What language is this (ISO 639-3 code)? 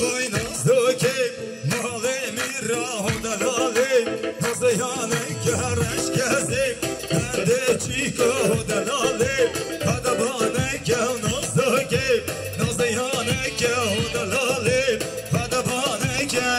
kur